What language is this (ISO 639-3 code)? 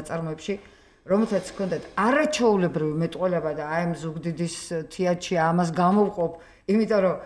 kat